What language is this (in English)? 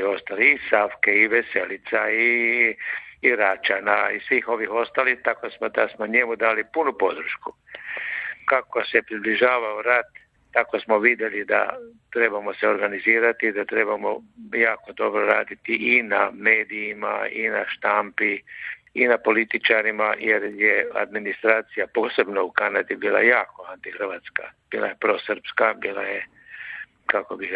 Croatian